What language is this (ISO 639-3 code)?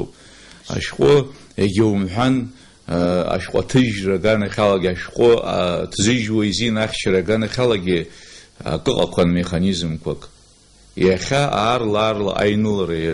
abk